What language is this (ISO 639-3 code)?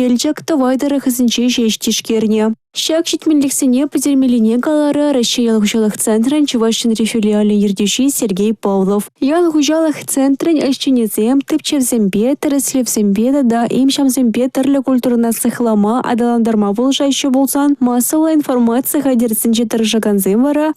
chv